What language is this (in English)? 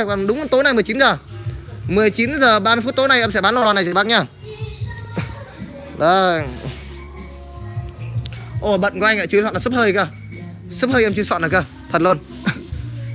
Vietnamese